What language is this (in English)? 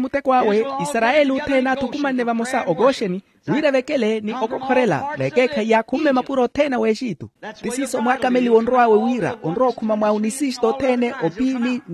Makhuwa